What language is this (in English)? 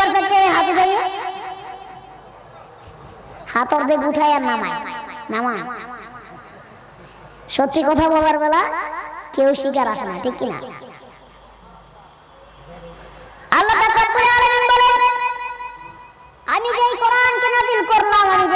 Bangla